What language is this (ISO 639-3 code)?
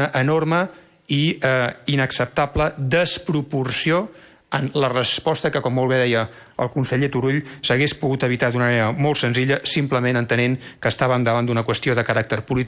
cat